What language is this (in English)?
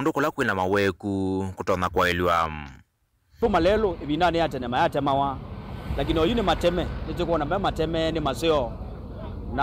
Kamba